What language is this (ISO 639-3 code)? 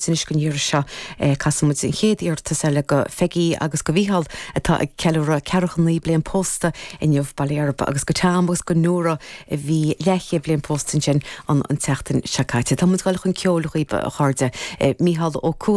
gle